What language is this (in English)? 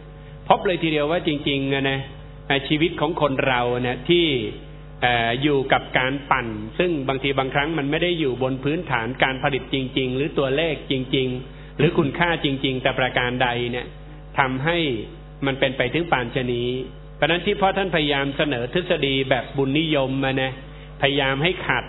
Thai